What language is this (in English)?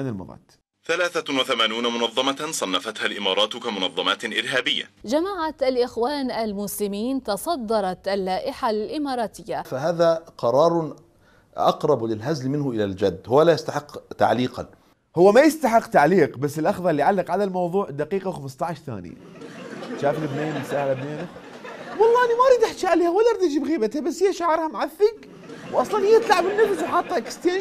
Mesopotamian Arabic